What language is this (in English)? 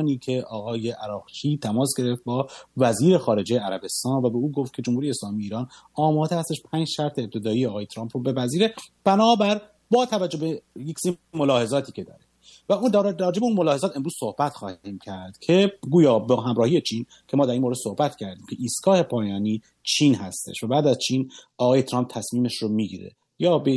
Persian